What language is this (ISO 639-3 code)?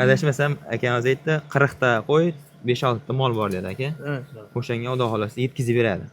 uzb